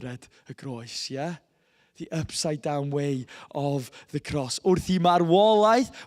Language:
Welsh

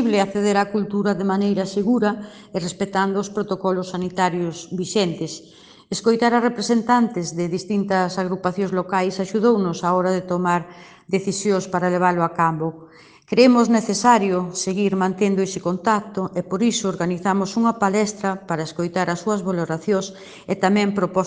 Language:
Galician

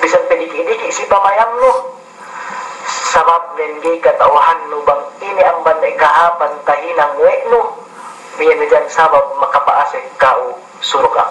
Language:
Yakan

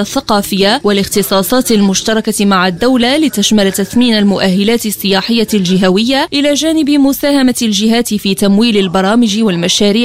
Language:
Arabic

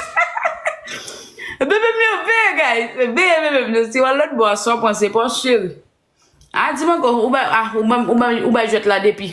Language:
Haitian Creole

